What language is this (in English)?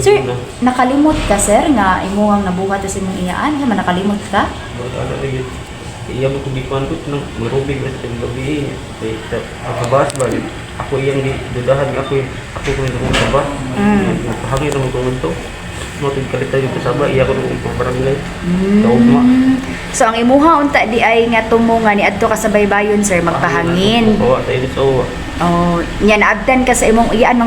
Cebuano